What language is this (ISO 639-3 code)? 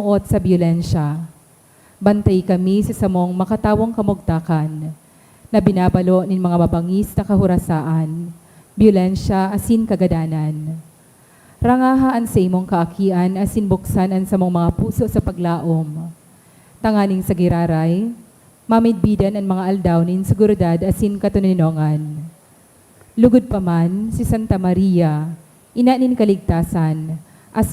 bik